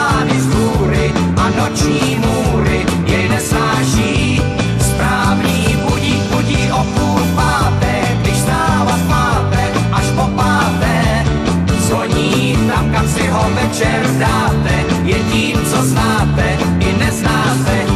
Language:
Czech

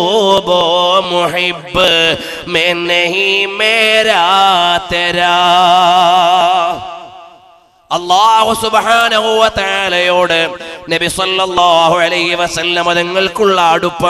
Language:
Malayalam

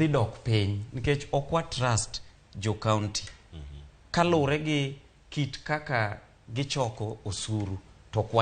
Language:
Luo (Kenya and Tanzania)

